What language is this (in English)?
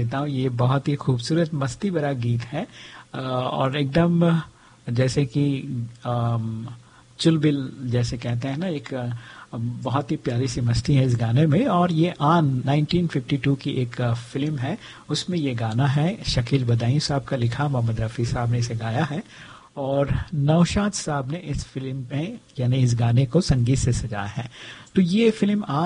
Hindi